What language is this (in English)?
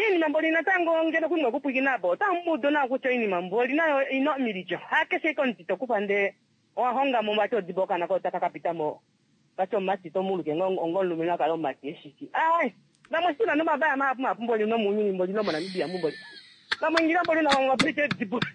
Kuanyama